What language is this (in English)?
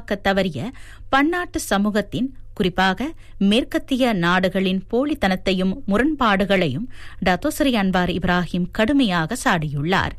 Tamil